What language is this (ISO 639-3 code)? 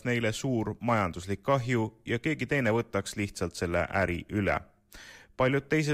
est